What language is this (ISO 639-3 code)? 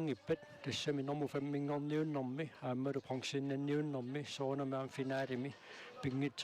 kal